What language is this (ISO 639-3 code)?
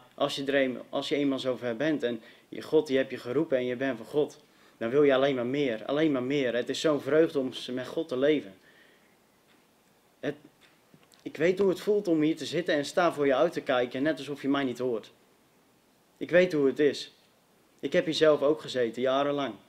nld